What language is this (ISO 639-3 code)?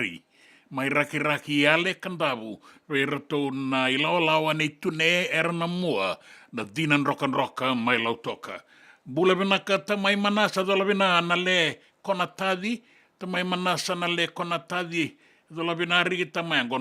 fij